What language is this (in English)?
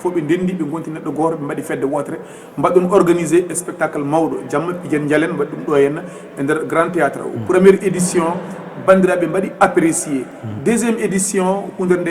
Fula